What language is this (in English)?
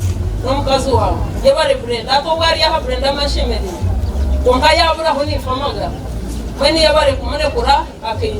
Nyankole